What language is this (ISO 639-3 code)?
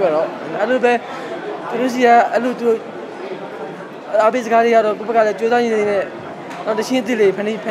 mya